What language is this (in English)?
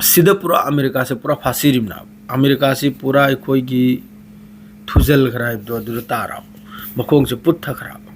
Manipuri